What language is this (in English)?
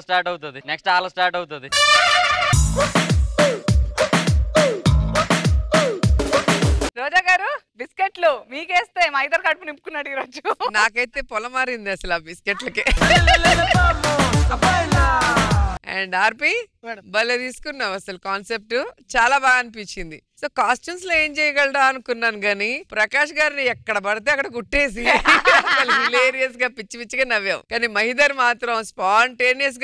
Telugu